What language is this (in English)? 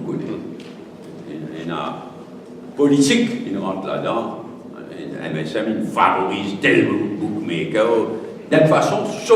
Morisyen